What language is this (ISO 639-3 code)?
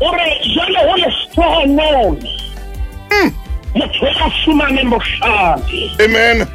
sot